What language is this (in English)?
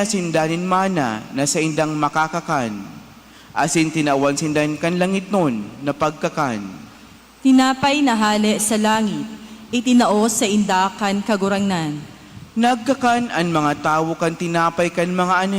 Bikol